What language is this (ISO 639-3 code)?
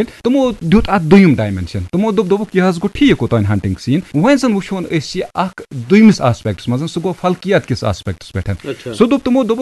kas